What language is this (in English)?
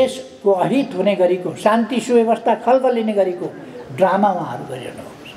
Nepali